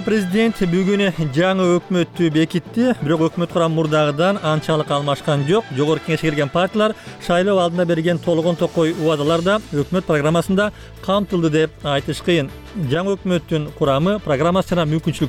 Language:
Kyrgyz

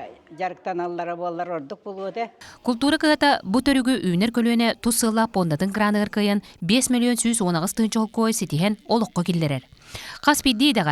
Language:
Yakut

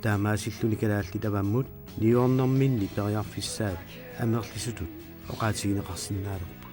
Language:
Kalaallisut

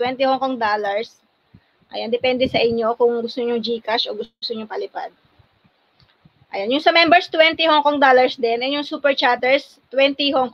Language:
Filipino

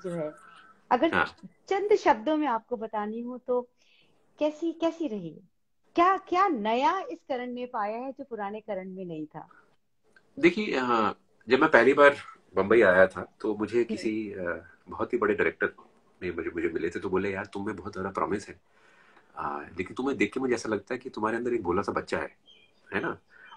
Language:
Hindi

